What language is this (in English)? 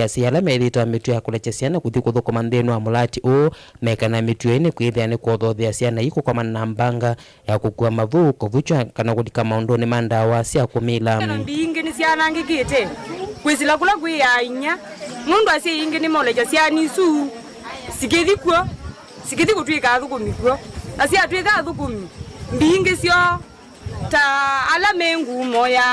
Kamba